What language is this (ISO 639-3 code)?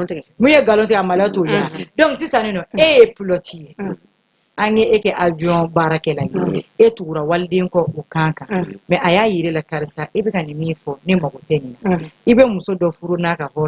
bam